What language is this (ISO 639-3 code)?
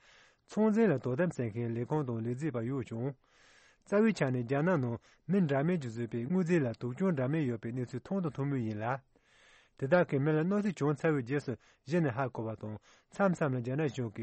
bod